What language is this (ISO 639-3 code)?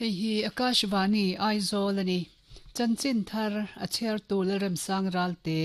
lus